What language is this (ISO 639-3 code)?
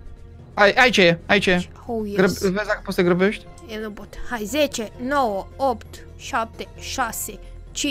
ron